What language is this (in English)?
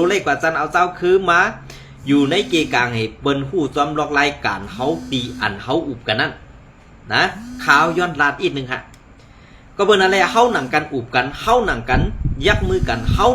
Shan